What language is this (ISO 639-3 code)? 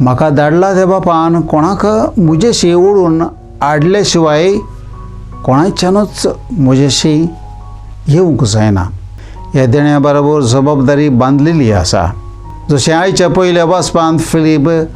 kok